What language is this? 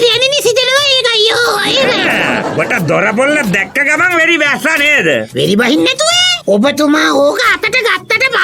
Sinhala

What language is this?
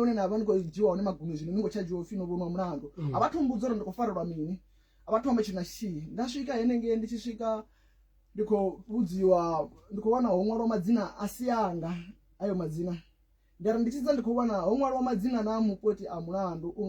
Venda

